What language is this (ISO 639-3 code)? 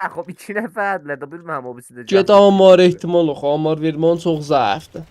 azb